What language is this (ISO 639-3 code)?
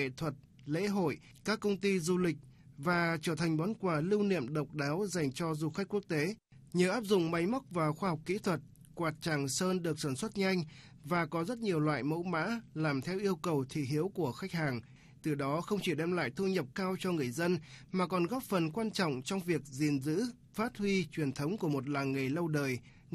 vie